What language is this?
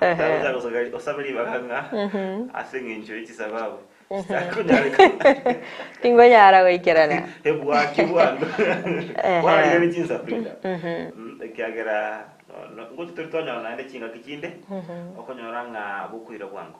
Gusii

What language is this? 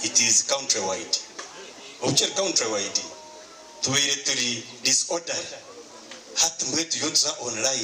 Nyankole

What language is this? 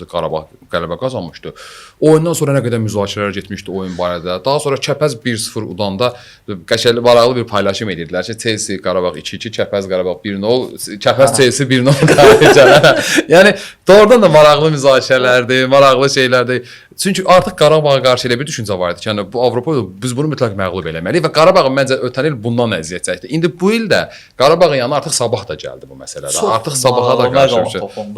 Azerbaijani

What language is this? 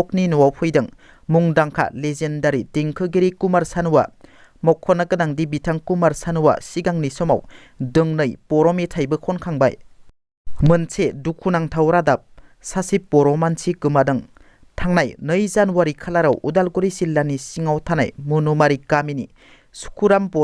Bodo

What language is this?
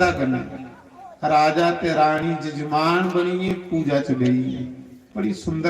Dogri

